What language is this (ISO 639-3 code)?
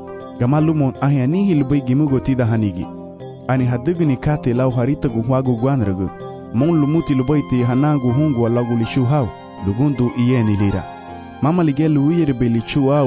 cab